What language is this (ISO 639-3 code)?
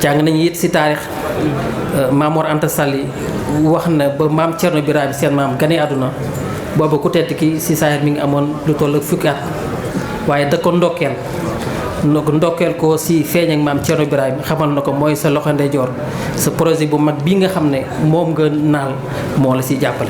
wol